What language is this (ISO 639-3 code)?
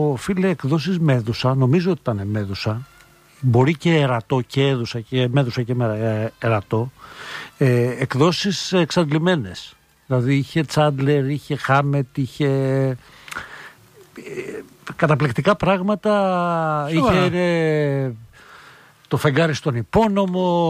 ell